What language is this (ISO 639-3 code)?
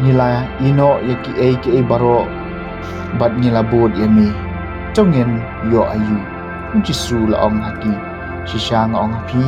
kha